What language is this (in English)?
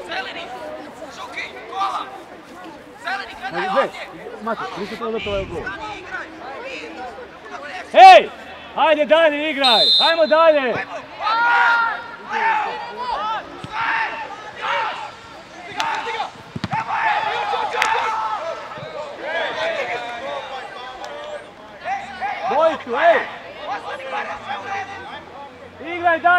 Croatian